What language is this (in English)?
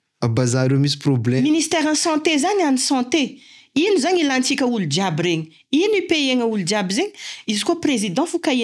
Malagasy